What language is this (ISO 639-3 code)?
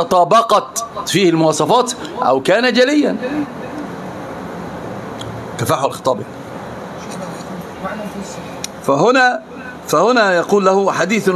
ara